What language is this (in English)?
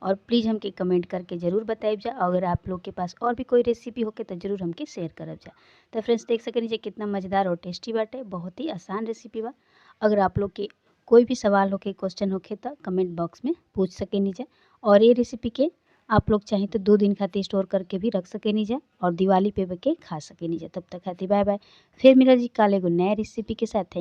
Bhojpuri